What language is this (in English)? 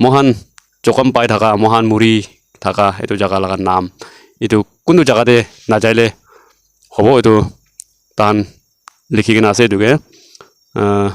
Naga Pidgin